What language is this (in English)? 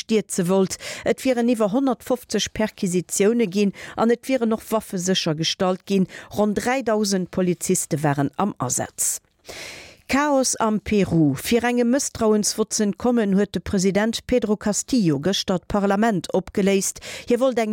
Luxembourgish